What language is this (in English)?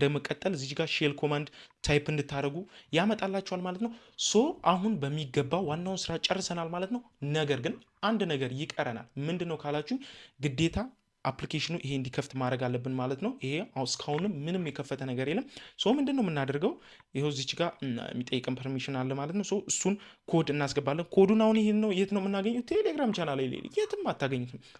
Amharic